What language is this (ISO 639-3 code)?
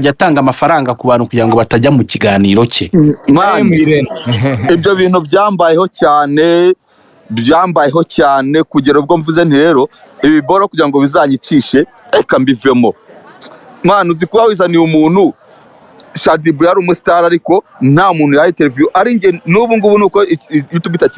kin